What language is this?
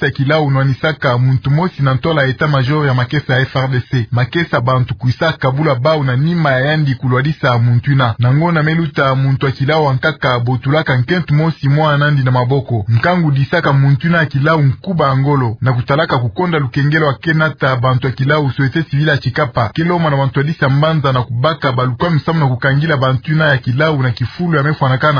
Kituba (Democratic Republic of Congo)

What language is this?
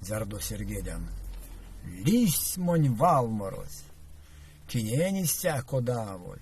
Erzya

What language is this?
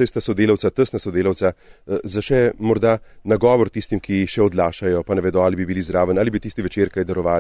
Slovenian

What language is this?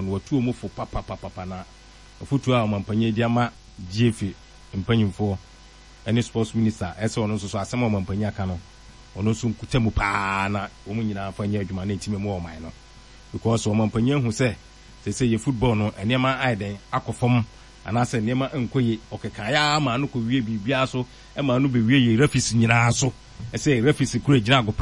Akan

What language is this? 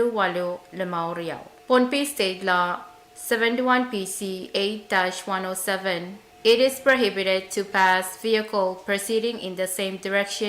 Pohnpeian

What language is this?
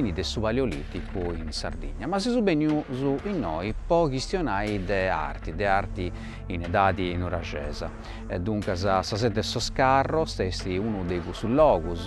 Sardinian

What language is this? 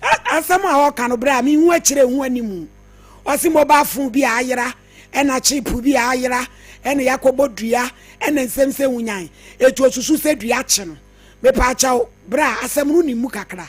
Akan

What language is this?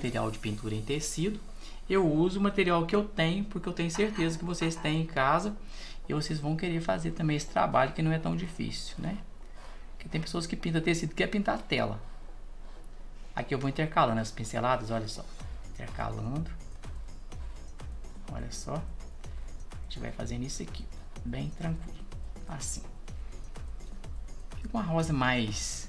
Portuguese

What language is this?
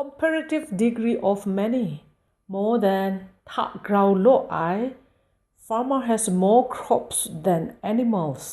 Kachin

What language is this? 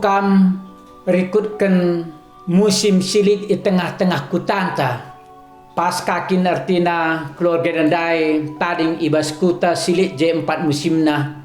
Batak Karo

